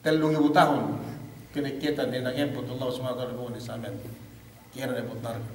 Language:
Yakan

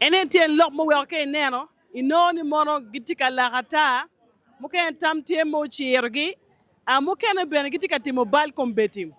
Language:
Acoli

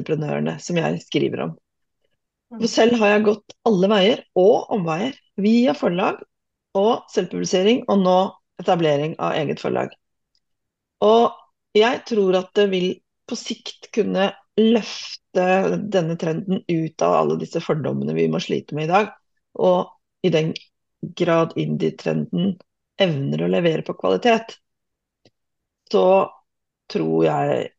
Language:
Norwegian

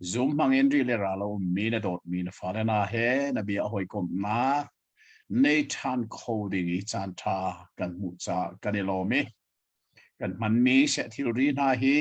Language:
Hakha Chin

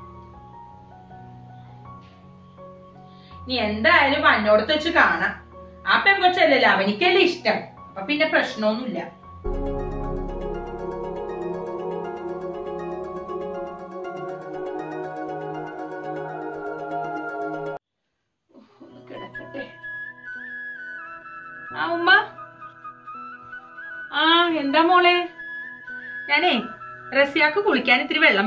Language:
Malayalam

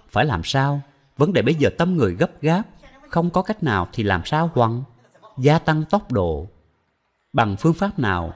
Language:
Vietnamese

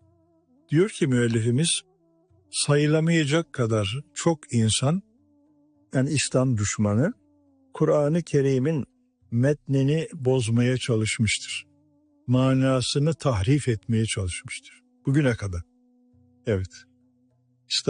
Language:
Turkish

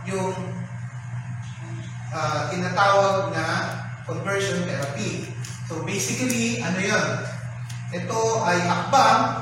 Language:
Filipino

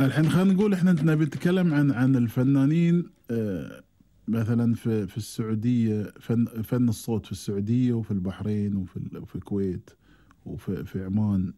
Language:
Gulf Arabic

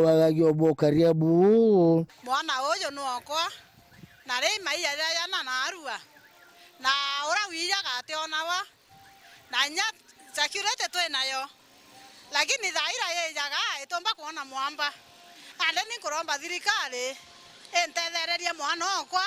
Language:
Meru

